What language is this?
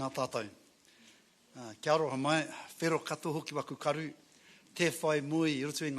Māori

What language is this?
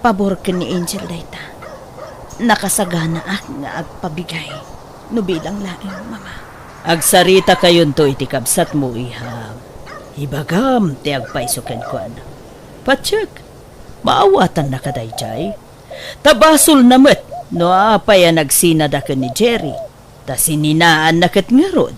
Iloko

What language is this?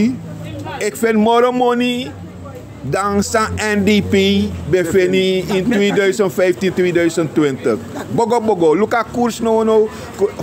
Sranan Tongo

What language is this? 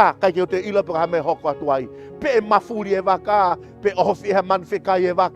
Tongan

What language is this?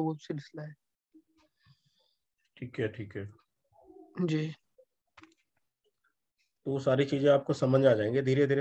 Hindi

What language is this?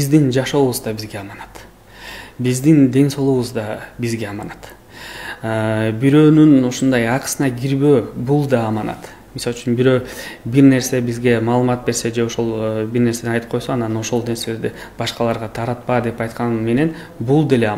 Kyrgyz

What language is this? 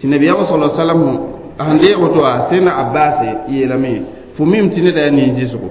Mossi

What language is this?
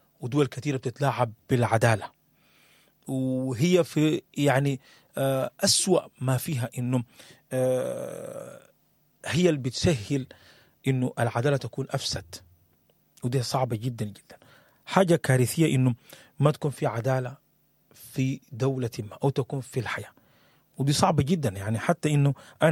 Sudanese Arabic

